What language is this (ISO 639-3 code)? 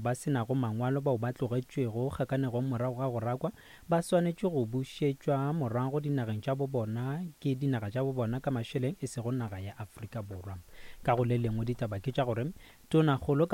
nso